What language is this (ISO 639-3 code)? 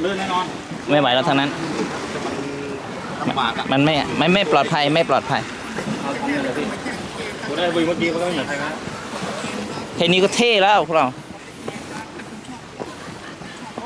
tha